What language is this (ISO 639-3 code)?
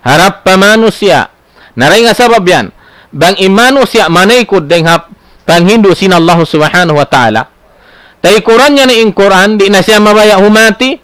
tsg